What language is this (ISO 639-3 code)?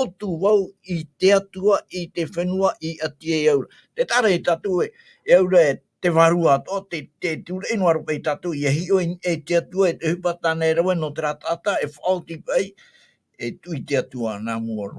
tah